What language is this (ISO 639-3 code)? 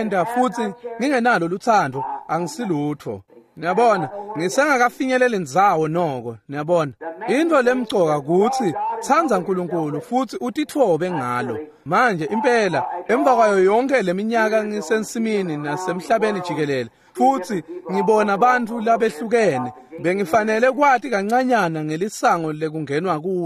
ssw